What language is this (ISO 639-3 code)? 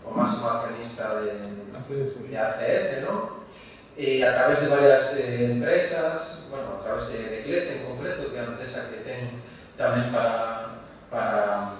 glg